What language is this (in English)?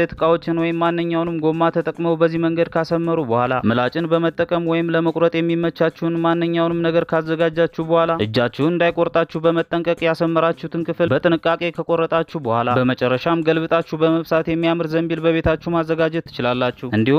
Amharic